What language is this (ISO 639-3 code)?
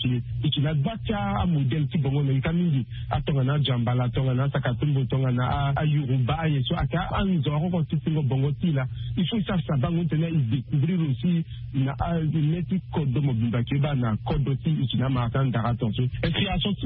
sag